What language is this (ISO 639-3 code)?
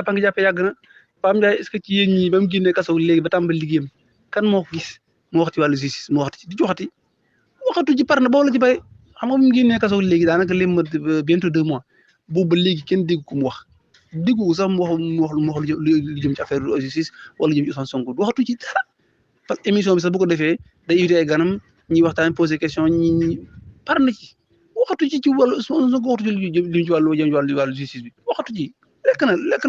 wol